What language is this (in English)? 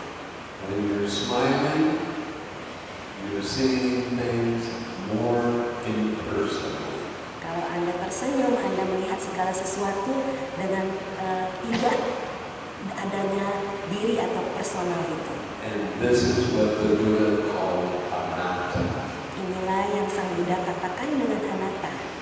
Indonesian